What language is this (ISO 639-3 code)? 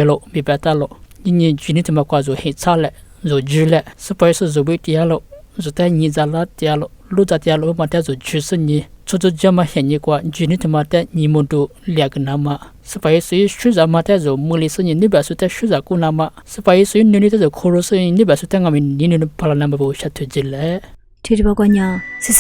lis